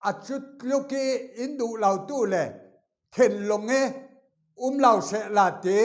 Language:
Falam Chin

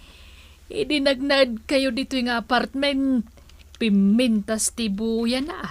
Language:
Iloko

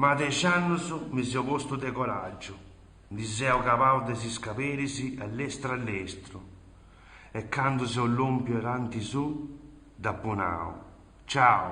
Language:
Sardinian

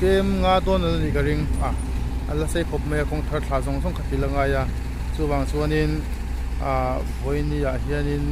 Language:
Mizo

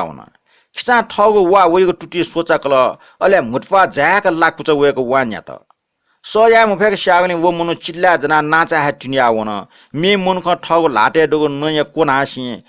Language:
Newari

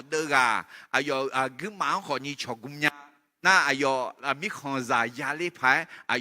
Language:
Akha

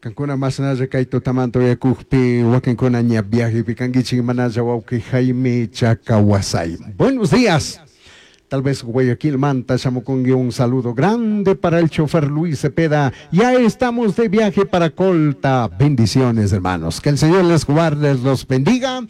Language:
Chimborazo Highland Quichua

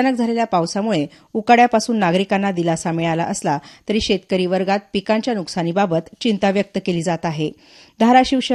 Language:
Marathi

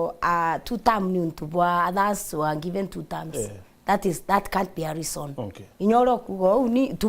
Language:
Meru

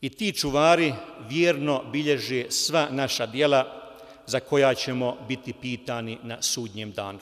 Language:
Bosnian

